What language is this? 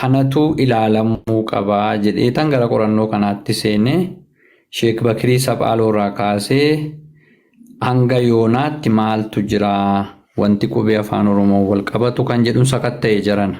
Oromo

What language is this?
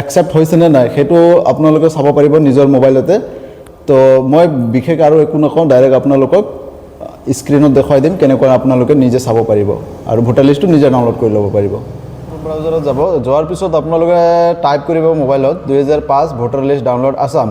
Assamese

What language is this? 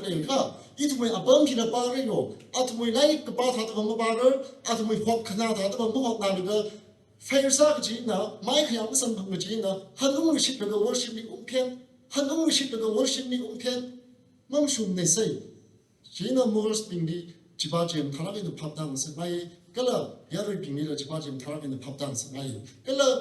Tangkhul Naga (India)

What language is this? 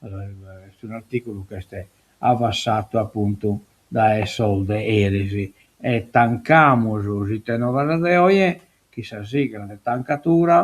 Sardinian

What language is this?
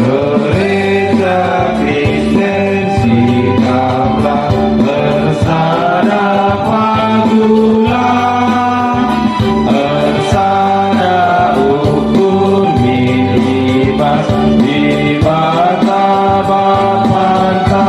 Batak Karo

